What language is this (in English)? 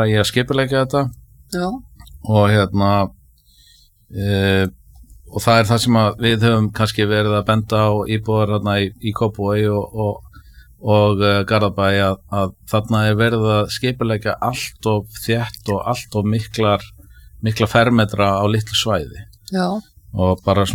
Icelandic